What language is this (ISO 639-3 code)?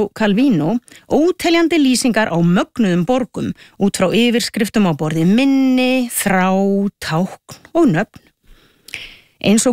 isl